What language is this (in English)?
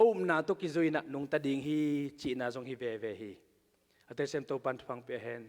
Tedim Chin